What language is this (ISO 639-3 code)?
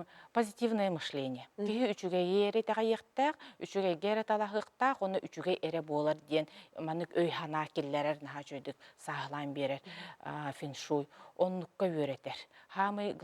sah